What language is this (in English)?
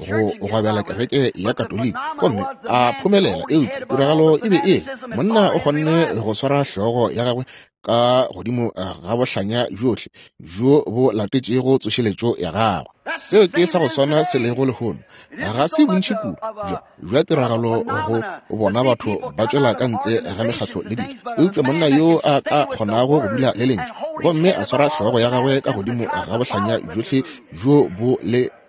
Northern Sotho